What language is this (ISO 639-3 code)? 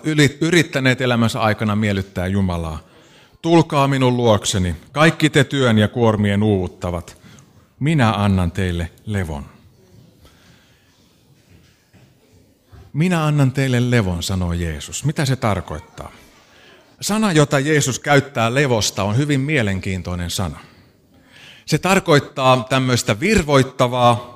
fin